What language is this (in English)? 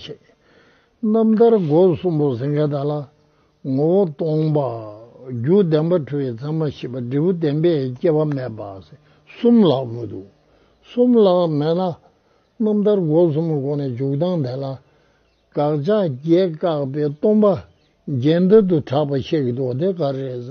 Tibetan